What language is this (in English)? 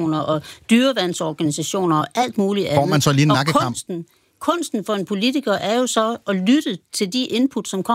Danish